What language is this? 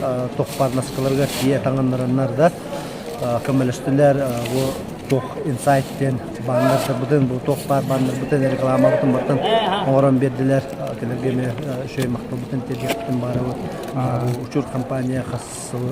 Yakut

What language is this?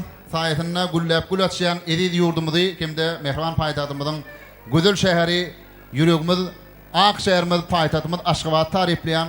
Turkmen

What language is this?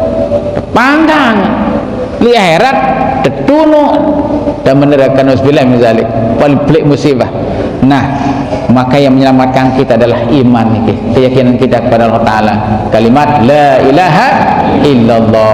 Sasak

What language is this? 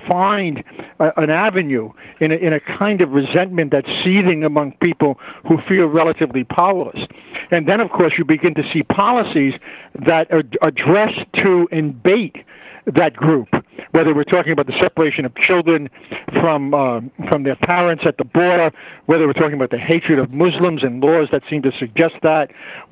English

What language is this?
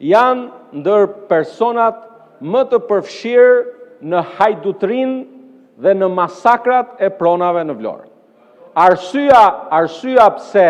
Albanian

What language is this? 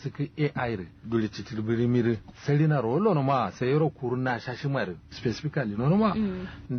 Kanuri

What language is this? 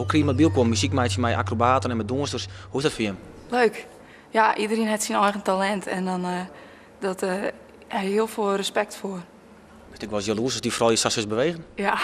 Western Frisian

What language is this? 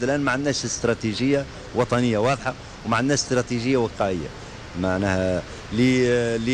Tunisian Arabic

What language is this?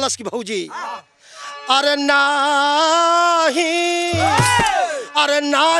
Bhojpuri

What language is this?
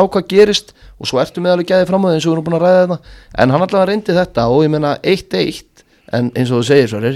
Icelandic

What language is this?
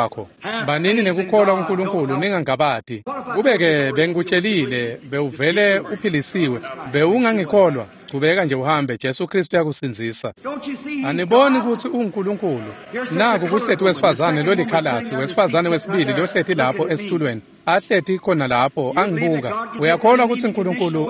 Swati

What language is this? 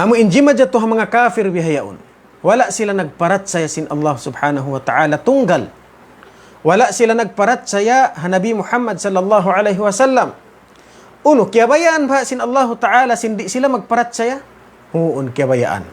Tausug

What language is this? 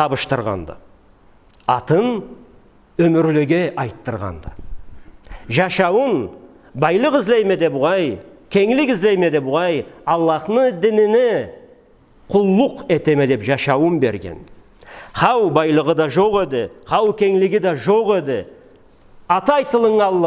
Karachay-Balkar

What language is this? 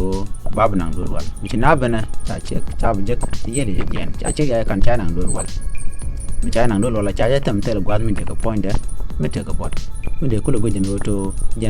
Nuer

